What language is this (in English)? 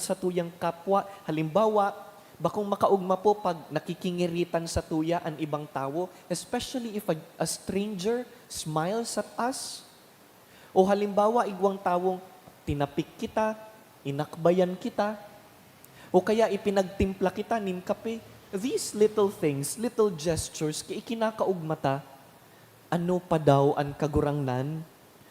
Bikol